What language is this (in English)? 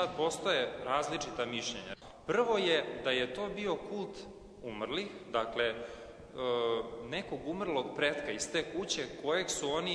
Serbian